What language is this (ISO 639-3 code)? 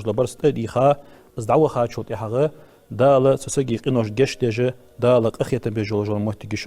inh